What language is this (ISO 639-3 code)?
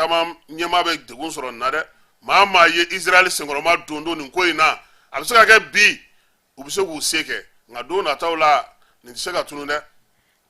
bam